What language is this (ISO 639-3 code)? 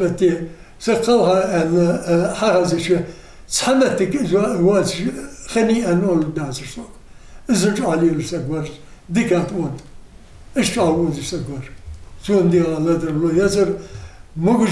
inh